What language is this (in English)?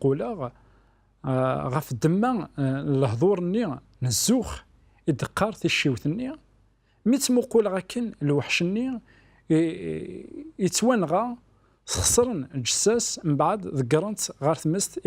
Kabyle